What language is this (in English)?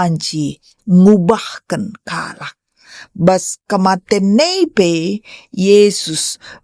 Batak Karo